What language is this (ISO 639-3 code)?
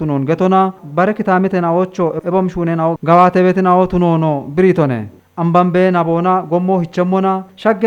kbr